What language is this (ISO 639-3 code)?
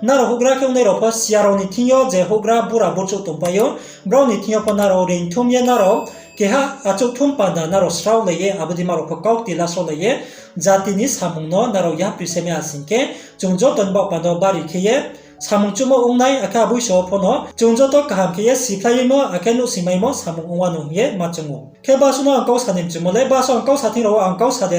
ria